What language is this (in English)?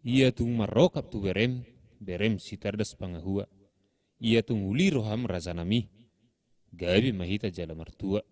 Batak Toba